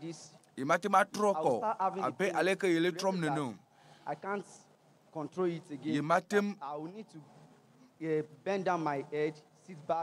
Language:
Ewe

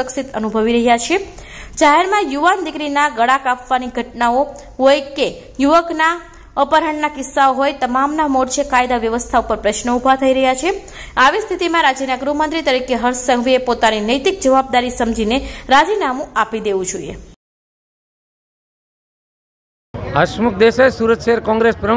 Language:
Gujarati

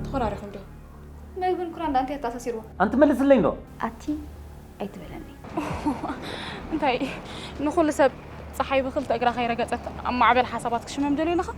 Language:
Tigrinya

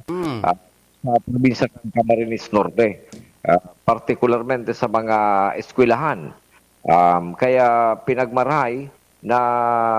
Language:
Bikol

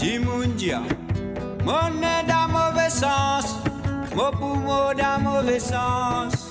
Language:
Morisyen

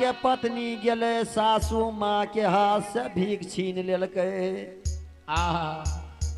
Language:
Maithili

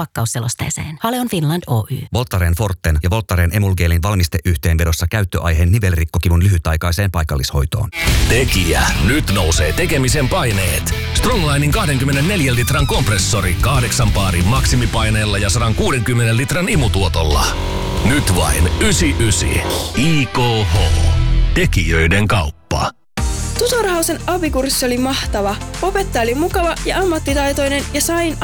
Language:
Finnish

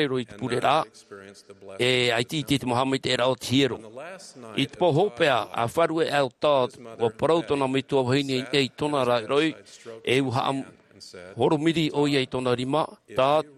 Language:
Tahitian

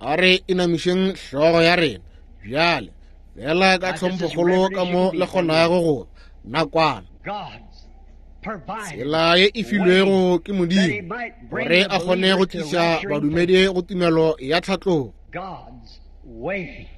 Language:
Northern Sotho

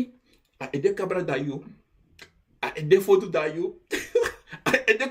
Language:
Sranan Tongo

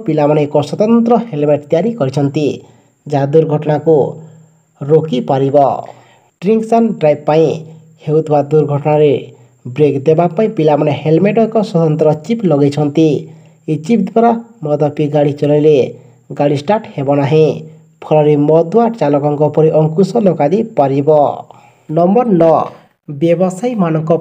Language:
Odia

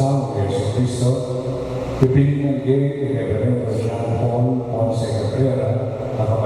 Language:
Pampanga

